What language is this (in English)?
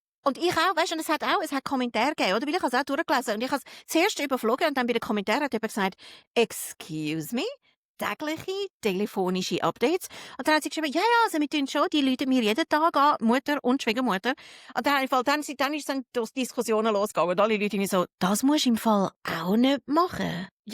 Swiss German